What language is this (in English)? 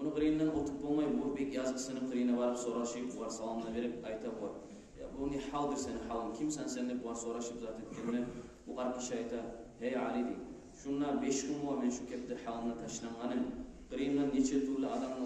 Kumyk